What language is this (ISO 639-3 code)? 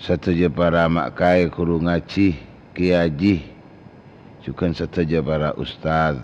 mad